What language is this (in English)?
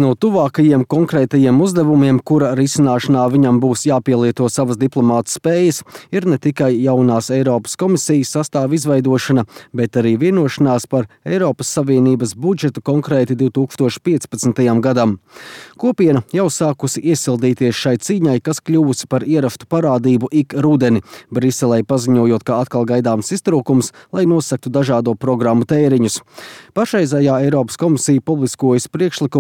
Latvian